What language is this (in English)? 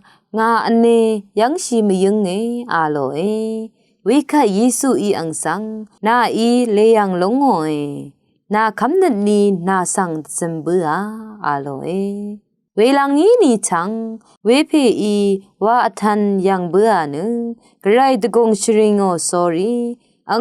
Rawang